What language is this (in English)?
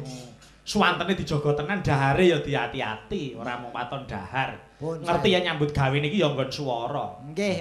Javanese